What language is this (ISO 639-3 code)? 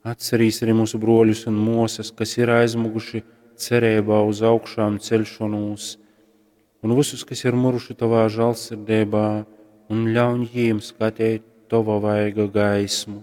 ltg